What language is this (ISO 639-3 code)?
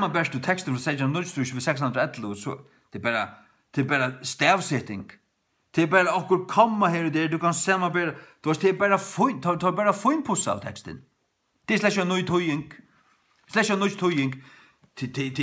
fao